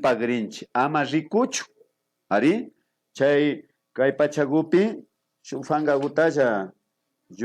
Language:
Imbabura Highland Quichua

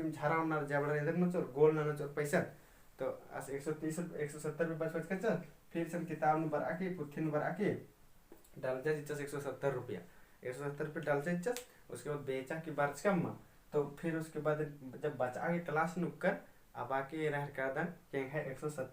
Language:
Kurukh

